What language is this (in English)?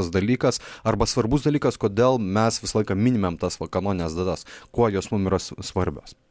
Lithuanian